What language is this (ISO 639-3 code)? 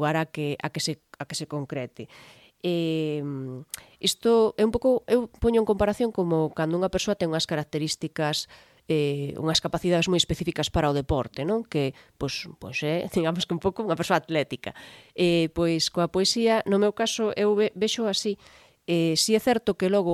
glg